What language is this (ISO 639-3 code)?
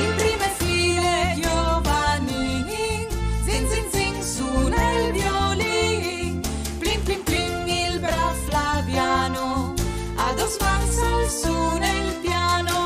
fur